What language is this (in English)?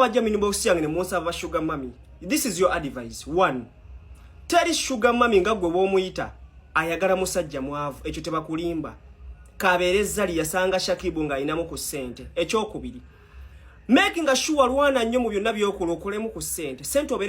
Ganda